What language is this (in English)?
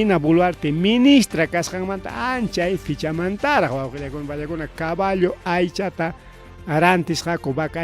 Ayacucho Quechua